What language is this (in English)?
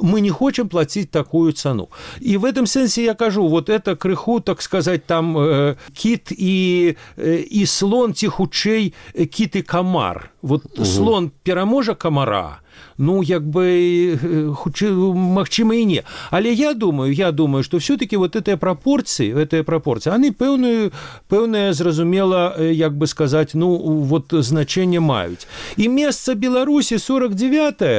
Belarusian